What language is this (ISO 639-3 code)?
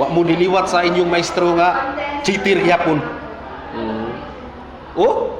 ceb